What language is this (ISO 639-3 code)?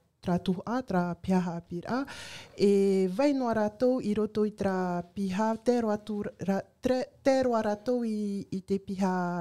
tah